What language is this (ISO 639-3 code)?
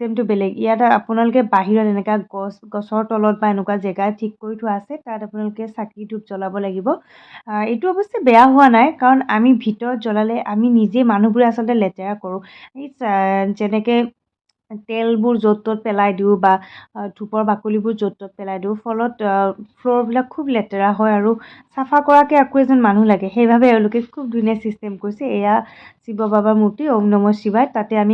asm